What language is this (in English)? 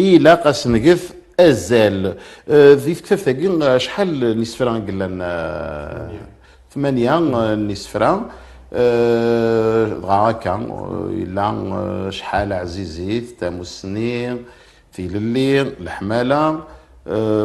Kabyle